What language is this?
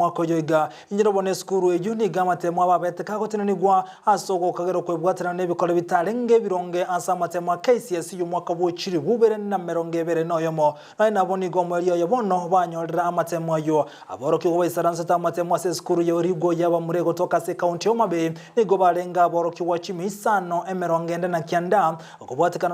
Gusii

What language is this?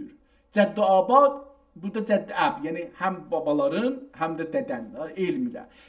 South Azerbaijani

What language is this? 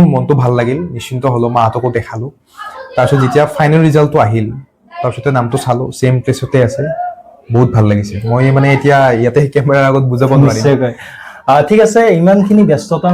Assamese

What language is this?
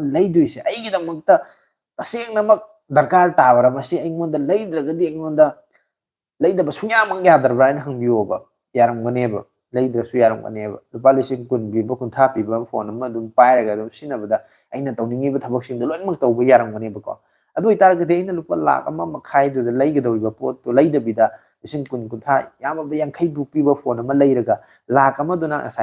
Manipuri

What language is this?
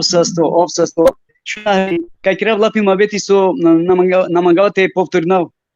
Balkan Romani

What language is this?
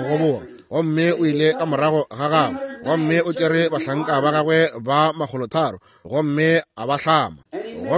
Northern Sotho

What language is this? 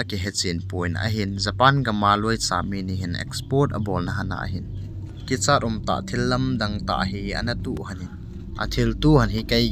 Thado Chin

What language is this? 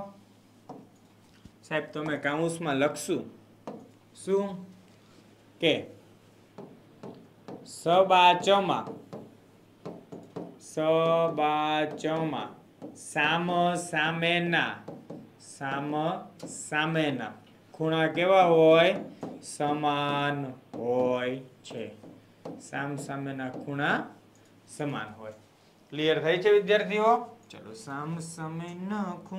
Gujarati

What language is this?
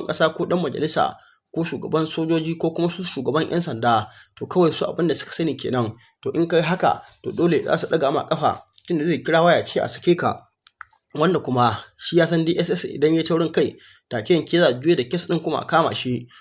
Hausa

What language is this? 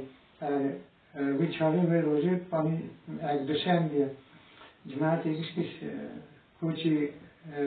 Kurdish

